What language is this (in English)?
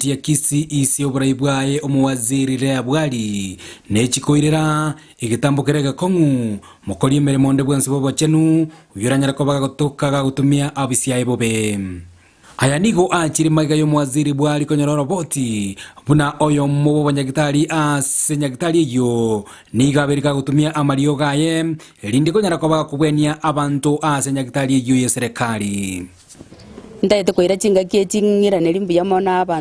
Gusii